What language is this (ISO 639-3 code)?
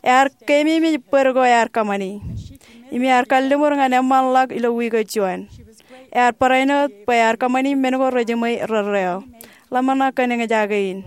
mah